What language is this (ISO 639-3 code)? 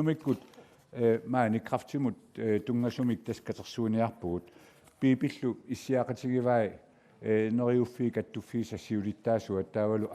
kal